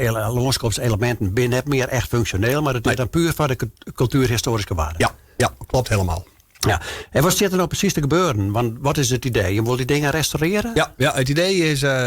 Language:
Western Frisian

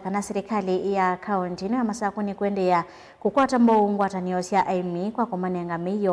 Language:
Kamba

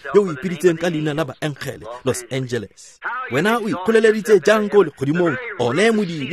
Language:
Tswana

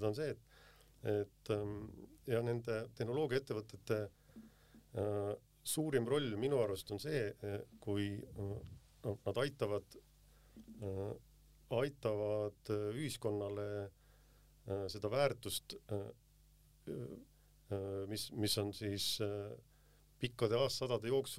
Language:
Estonian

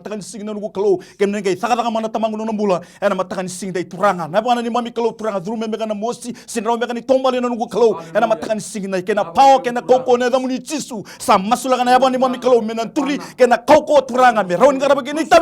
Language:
Fijian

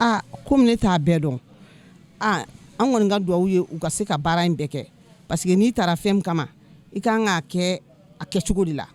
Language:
Bambara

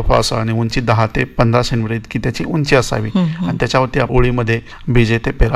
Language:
Marathi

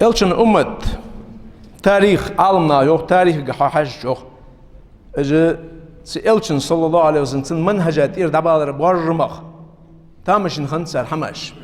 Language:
Ingush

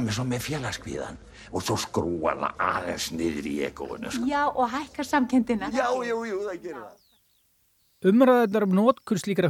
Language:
Icelandic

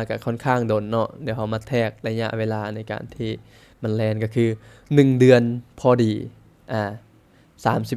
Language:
Lao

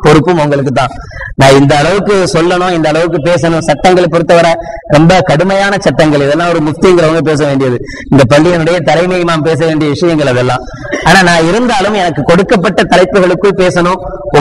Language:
Tamil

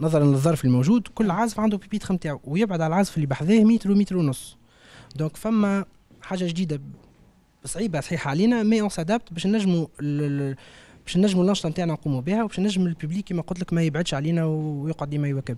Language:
Tunisian Arabic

